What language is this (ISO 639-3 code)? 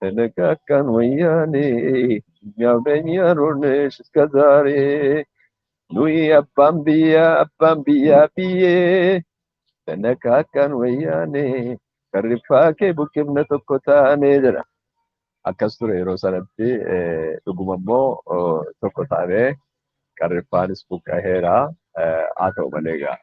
orm